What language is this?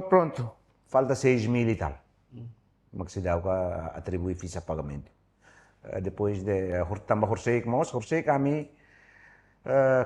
Tetum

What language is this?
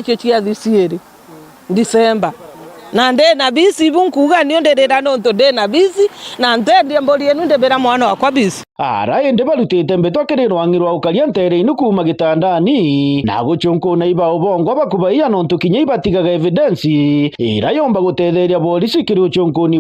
Meru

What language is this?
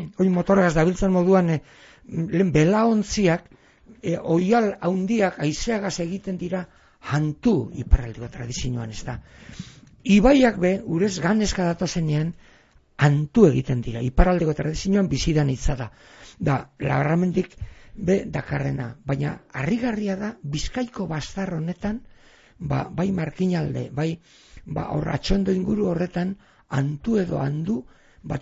Basque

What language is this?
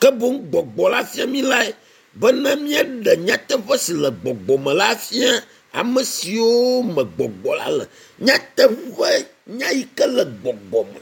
Ewe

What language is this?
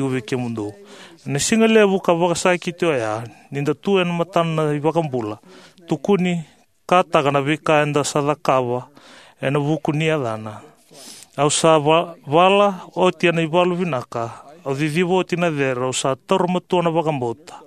Fijian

